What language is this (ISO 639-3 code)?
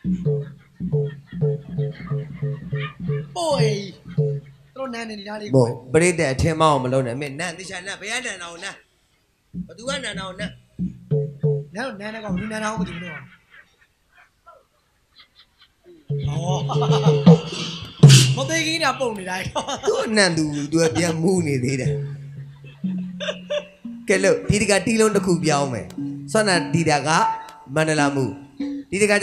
mya